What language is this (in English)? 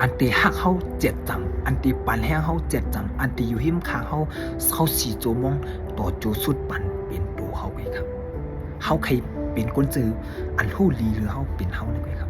Shan